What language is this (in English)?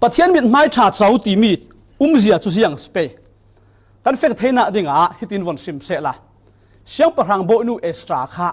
Falam Chin